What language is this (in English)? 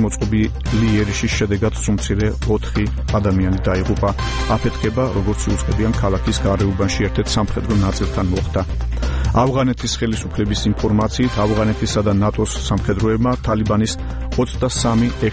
Georgian